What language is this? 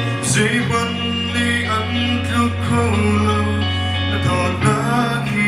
Hakha Chin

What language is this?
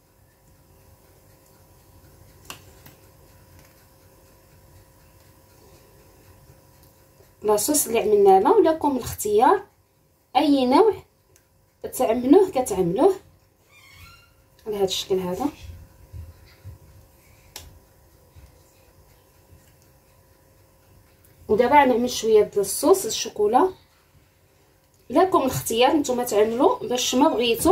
Moroccan Arabic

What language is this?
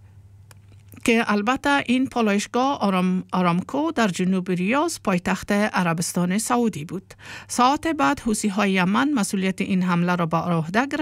Persian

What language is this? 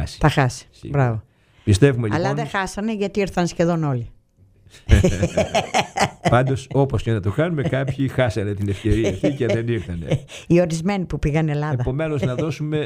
Greek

